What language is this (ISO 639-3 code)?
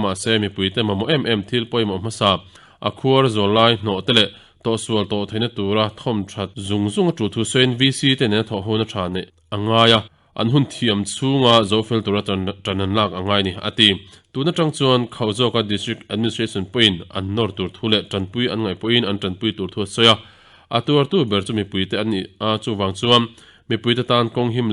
lus